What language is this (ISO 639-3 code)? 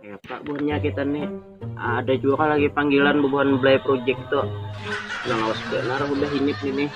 bjn